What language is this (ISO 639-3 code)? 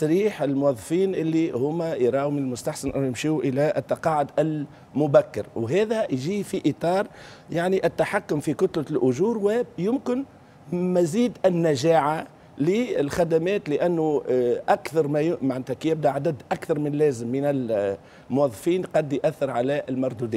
aeb